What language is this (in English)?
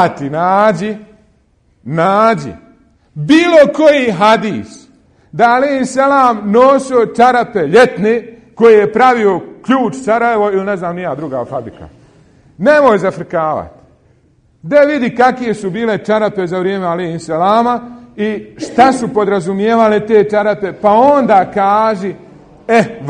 Bosnian